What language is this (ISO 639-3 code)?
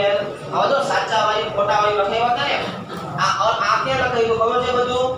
guj